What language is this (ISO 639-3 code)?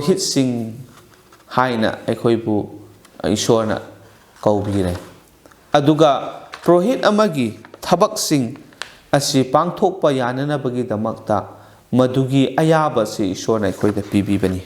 mni